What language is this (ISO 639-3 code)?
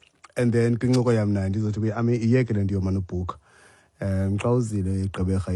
xho